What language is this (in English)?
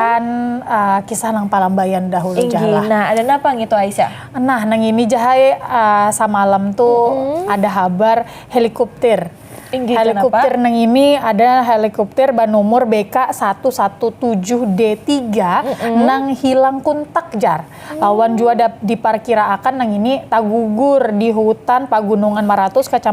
Banjar